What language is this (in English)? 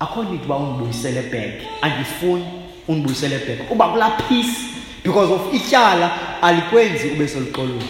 Xhosa